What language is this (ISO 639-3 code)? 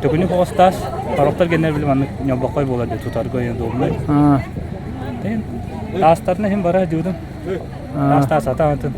sah